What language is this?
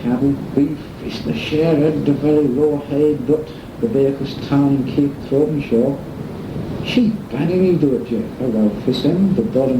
Manx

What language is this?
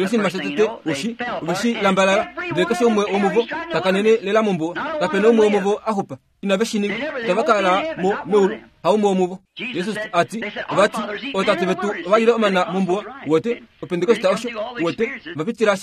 Kuanyama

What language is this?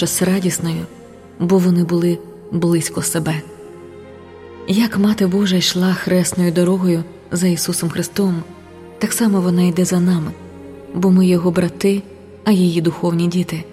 Ukrainian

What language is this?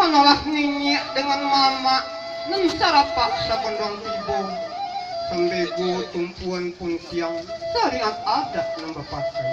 Minangkabau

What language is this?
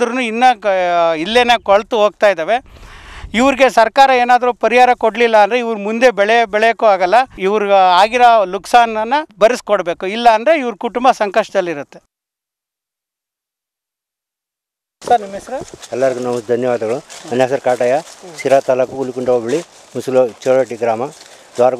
Kannada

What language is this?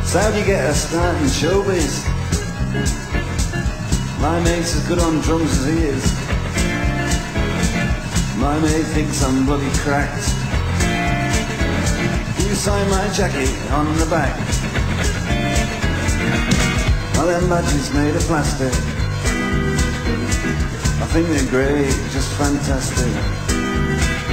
English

